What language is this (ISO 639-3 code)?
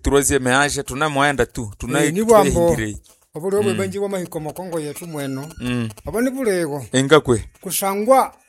nnb